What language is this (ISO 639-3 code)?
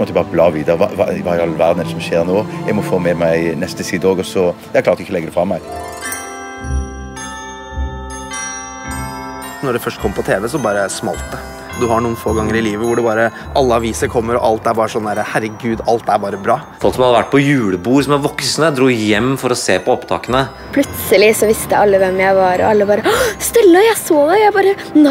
nor